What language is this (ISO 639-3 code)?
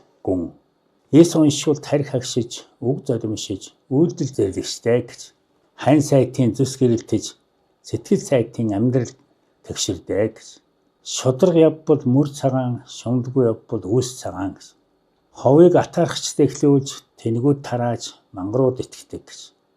mon